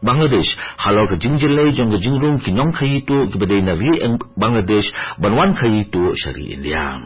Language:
Khasi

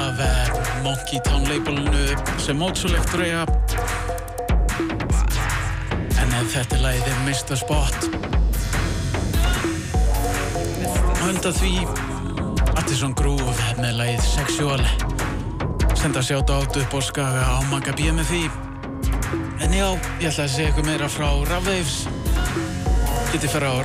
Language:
Icelandic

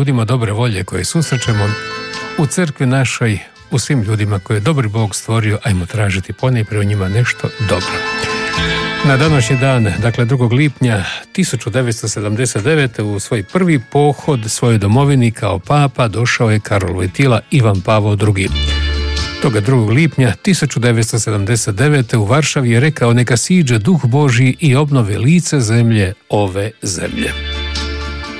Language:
Croatian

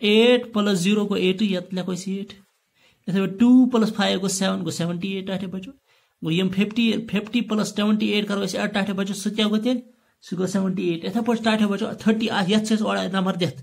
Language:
Kashmiri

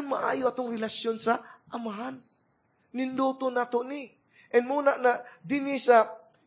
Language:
Cebuano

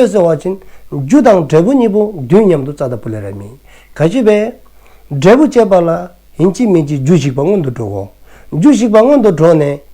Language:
Dzongkha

